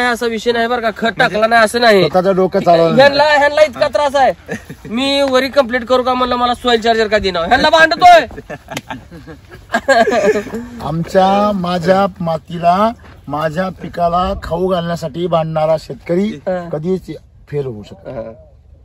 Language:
Marathi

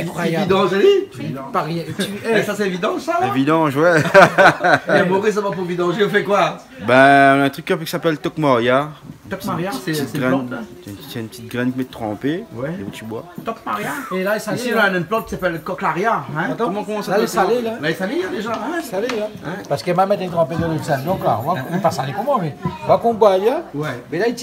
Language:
Réunion Creole French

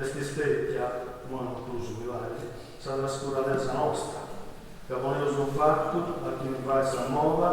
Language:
Sardinian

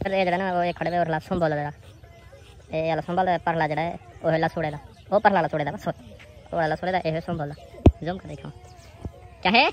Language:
Saraiki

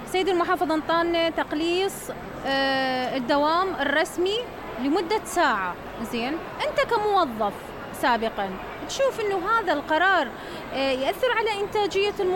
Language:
Mesopotamian Arabic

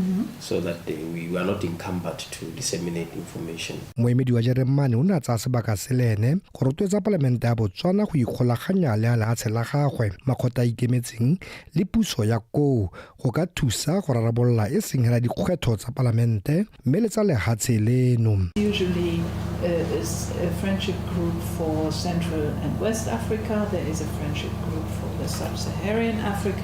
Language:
Tswana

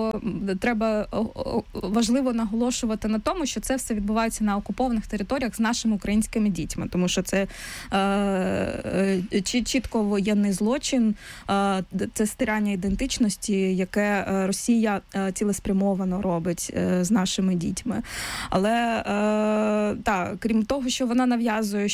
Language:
Ukrainian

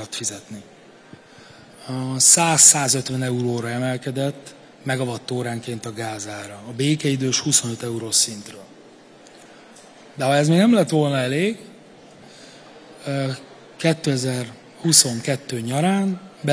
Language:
Hungarian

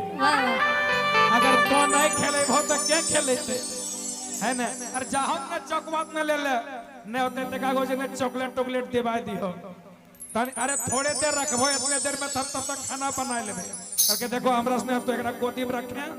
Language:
Magahi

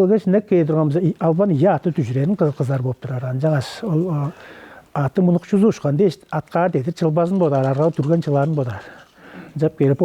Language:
Tuvinian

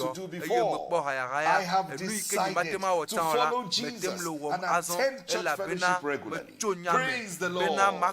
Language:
Ewe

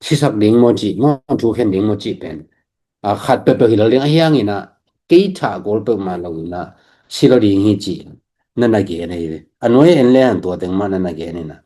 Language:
Tedim Chin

